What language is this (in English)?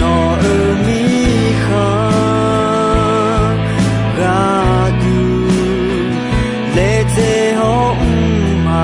Akha